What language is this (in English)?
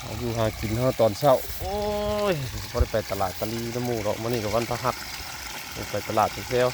Northeastern Thai